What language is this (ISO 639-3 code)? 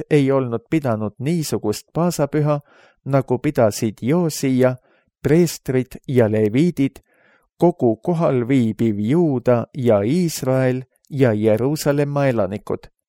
est